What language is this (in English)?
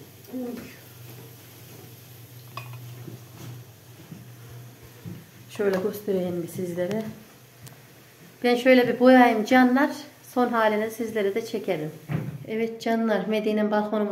Turkish